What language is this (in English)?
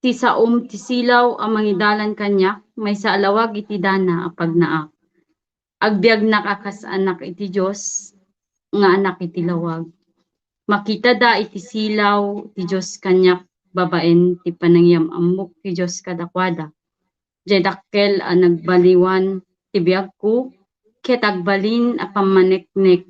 Iloko